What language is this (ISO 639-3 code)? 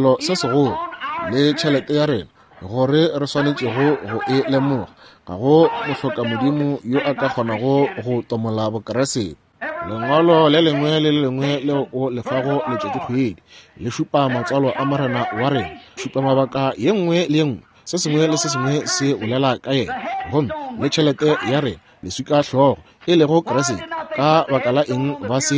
nso